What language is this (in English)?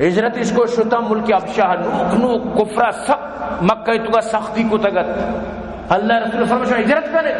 Baluchi